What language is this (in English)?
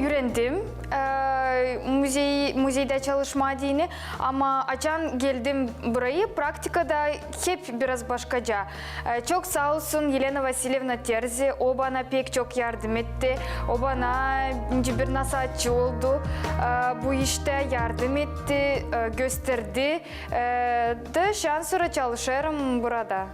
Gagauz